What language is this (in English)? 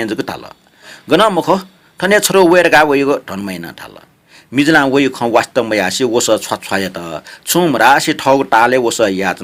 Newari